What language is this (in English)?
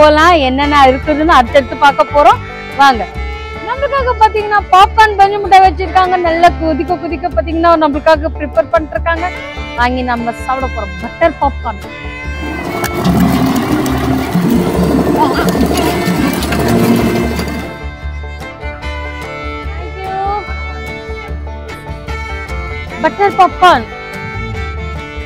Tamil